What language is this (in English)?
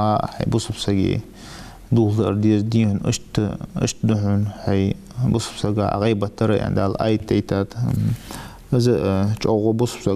Ingush